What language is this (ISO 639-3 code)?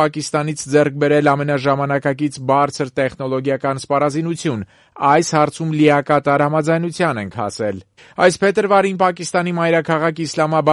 hye